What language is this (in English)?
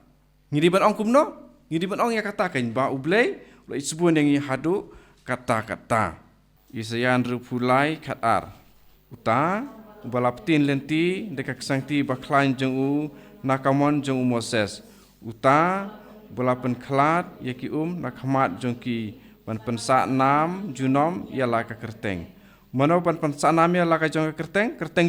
Khasi